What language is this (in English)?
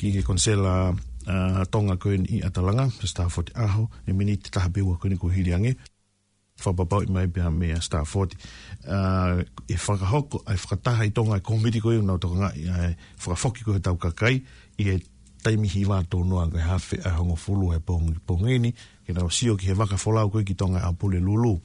Tongan